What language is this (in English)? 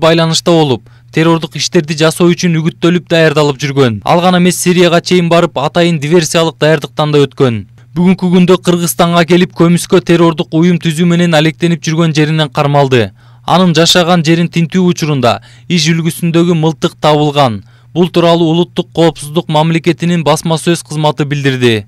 Kyrgyz